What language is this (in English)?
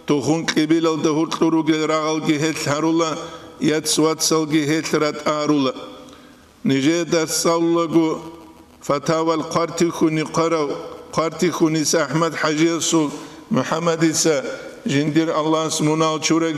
Avaric